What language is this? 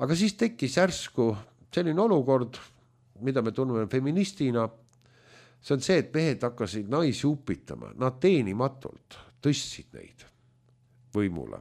Estonian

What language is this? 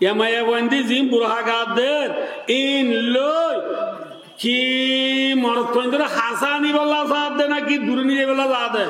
Rohingya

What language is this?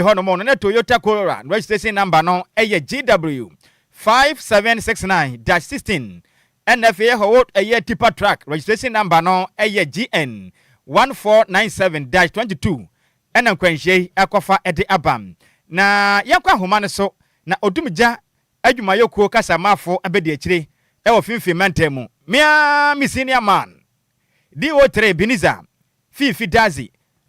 Akan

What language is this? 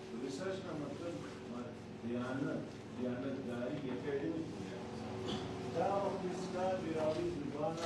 Brahui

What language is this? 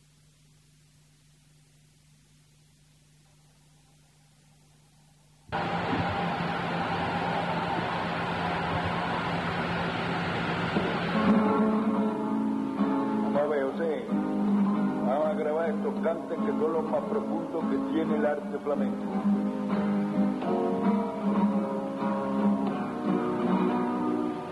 Spanish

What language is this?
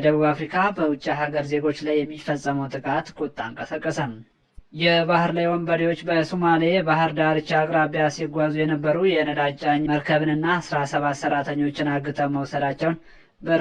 Amharic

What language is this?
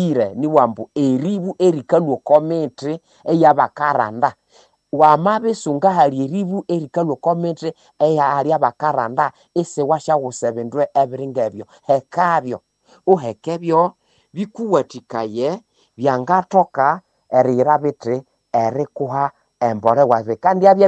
Nande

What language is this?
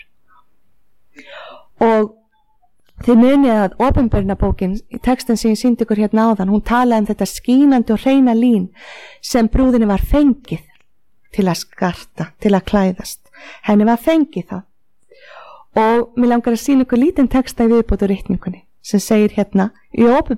Icelandic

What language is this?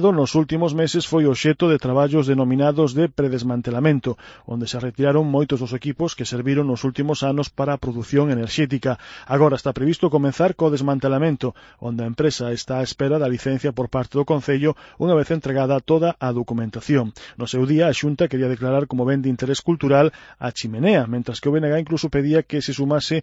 Galician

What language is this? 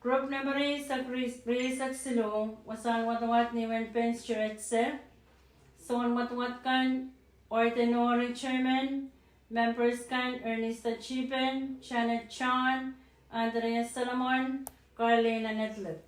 Pohnpeian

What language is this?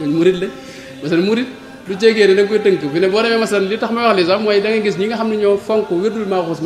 Wolof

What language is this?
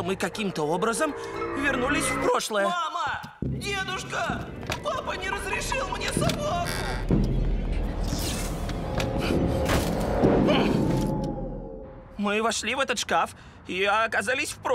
Russian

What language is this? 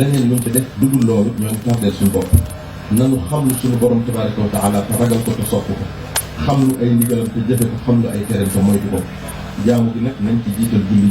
Wolof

